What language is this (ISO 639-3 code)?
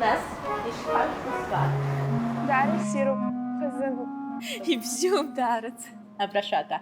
abk